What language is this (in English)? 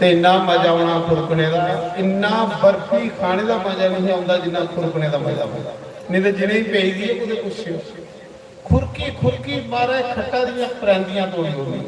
Dogri